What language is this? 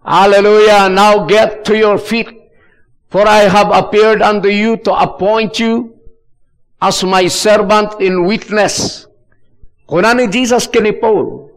Iloko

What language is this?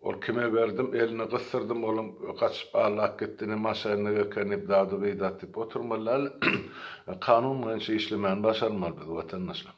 Turkmen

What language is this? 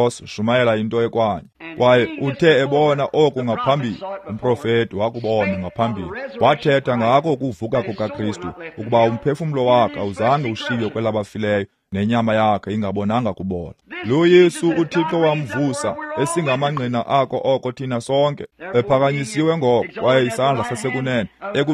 Xhosa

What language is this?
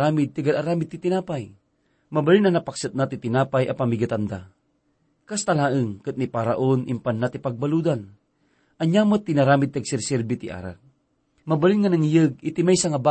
Iloko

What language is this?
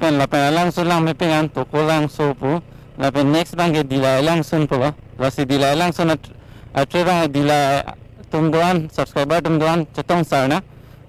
Karbi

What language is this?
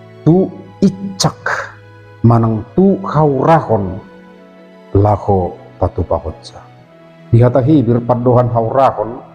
Batak Toba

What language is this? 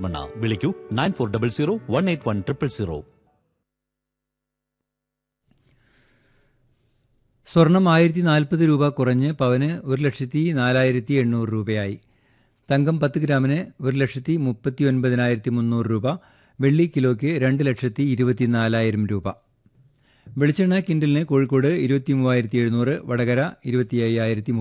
Malayalam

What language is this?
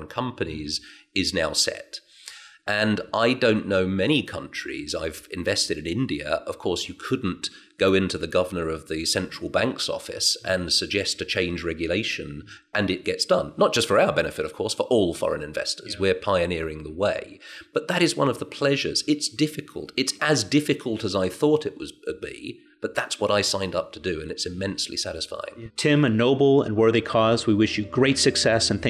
English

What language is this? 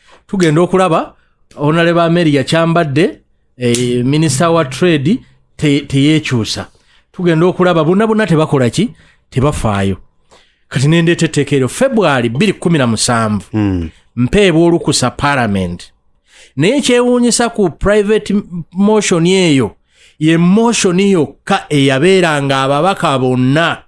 Ganda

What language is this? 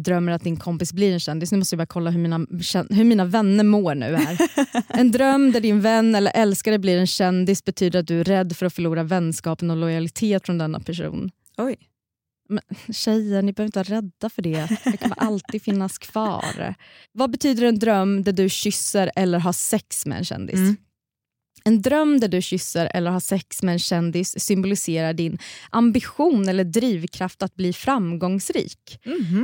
Swedish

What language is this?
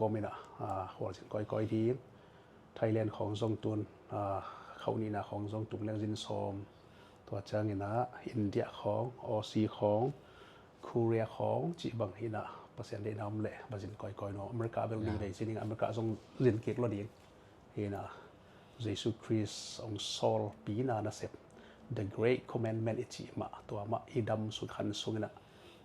Tedim Chin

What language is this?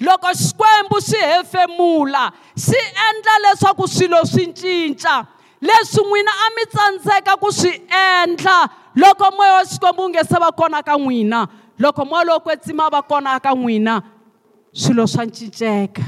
Tsonga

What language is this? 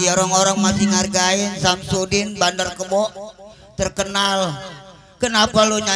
Betawi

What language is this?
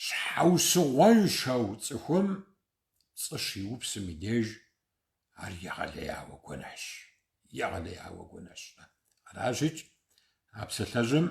Kabardian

